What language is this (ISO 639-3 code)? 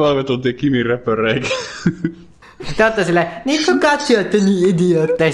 fin